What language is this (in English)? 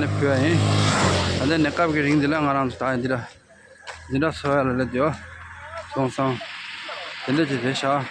Tibetan